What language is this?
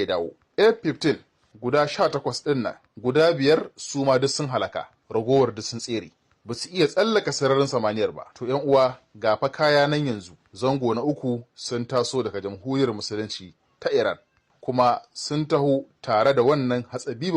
Hausa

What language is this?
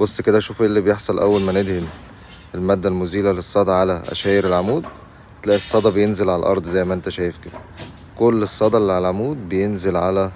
Egyptian Arabic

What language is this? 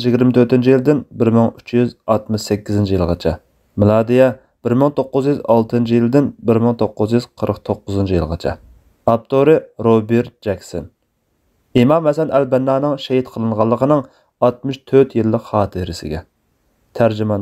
Uyghur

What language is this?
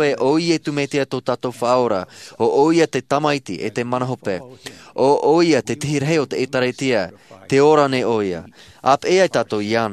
Tahitian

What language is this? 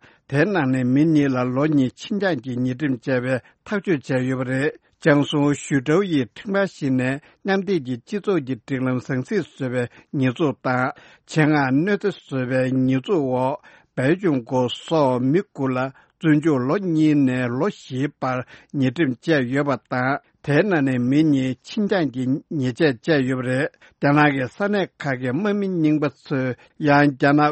Tibetan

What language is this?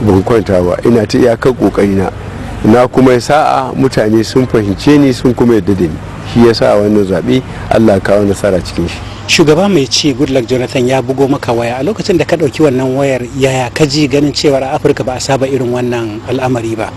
Hausa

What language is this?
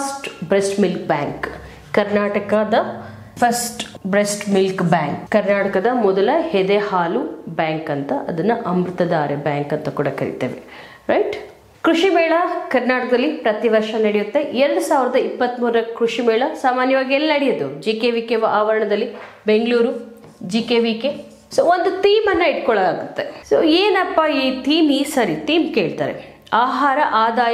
Kannada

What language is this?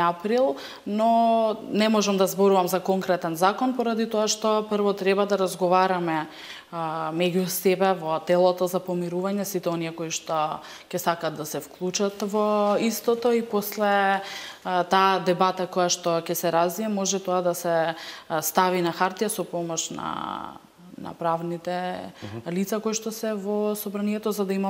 Macedonian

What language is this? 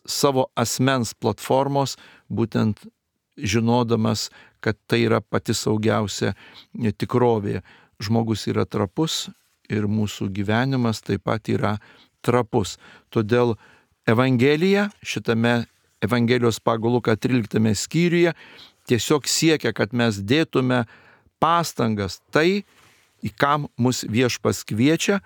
Lithuanian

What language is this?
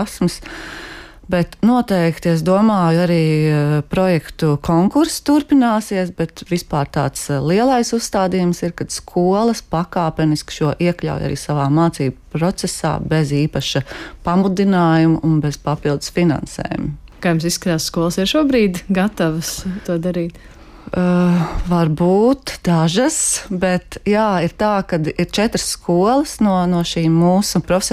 Latvian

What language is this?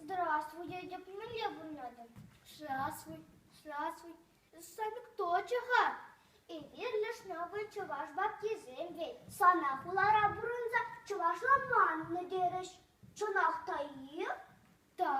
Chuvash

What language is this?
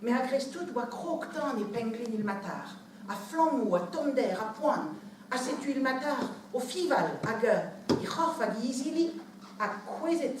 Breton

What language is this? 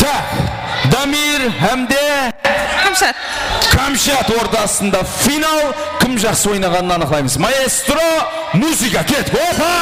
Kara-Kalpak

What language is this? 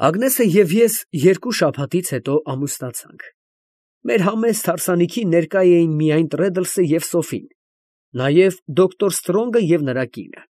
Armenian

